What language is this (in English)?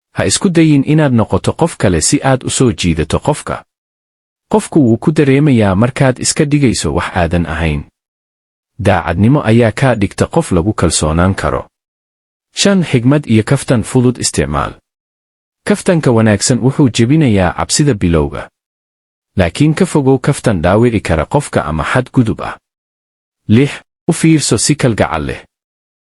Somali